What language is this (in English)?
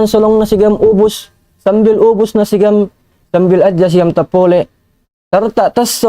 Tausug